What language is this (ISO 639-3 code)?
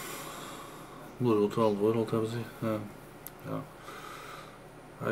nor